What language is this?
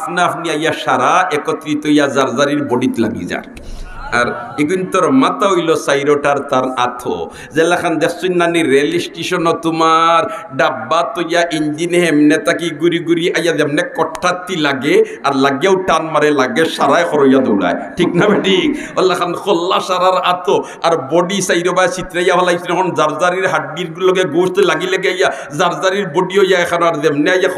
Sylheti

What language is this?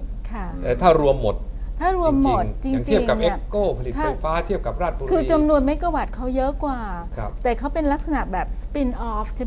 Thai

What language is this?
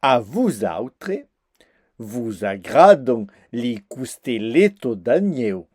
Occitan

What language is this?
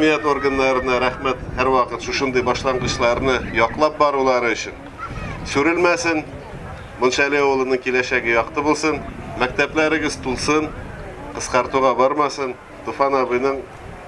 Tatar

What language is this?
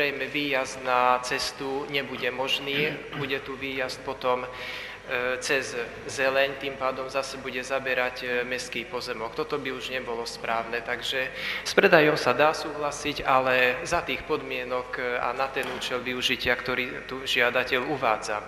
Slovak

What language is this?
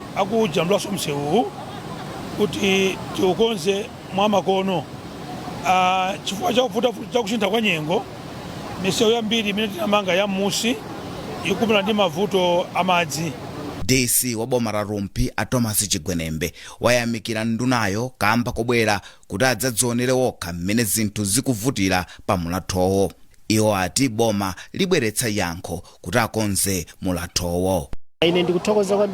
Nyanja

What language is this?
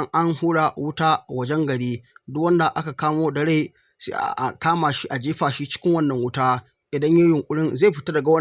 Hausa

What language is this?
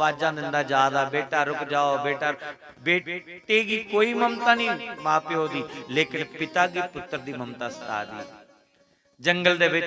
Dogri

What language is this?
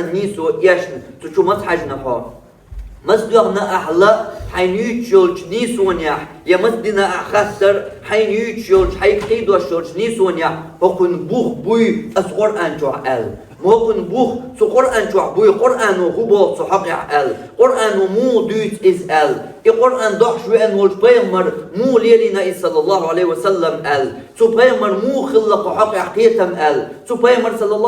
Chechen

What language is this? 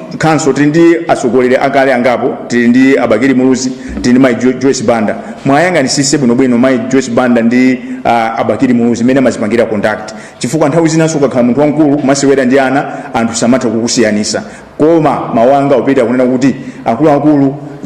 Nyanja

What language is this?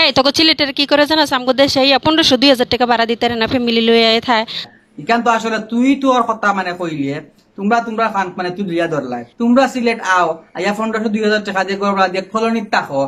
Sylheti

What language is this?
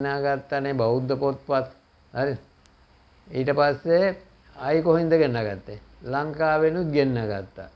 Sinhala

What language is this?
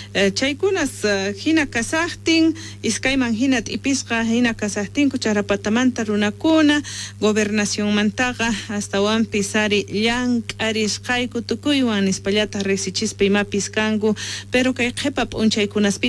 South Bolivian Quechua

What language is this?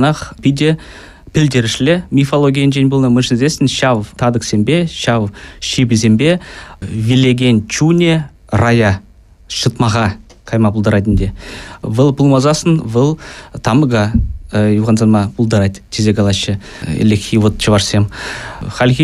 Chuvash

